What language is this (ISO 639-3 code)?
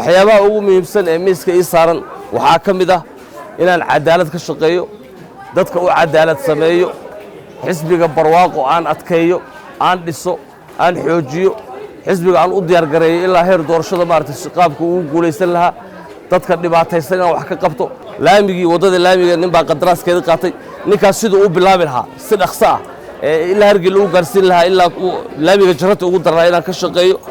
som